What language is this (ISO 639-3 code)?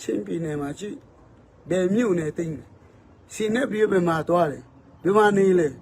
cfm